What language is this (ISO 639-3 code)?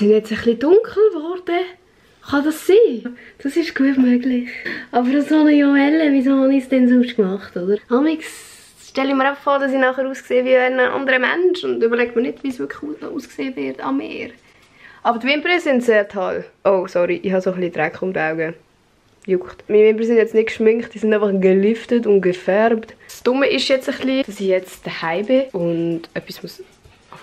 gsw